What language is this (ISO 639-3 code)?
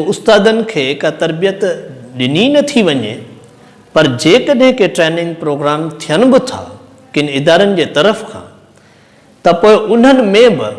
snd